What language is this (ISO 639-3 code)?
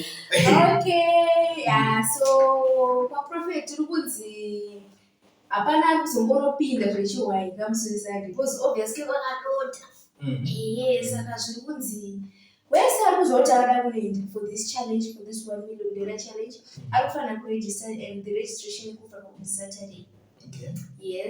sna